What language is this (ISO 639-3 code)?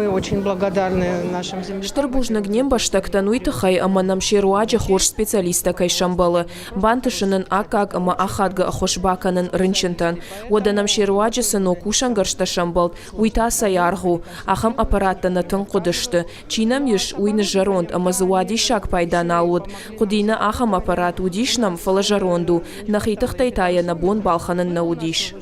oss